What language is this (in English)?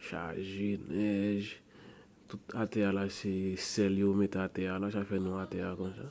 Haitian Creole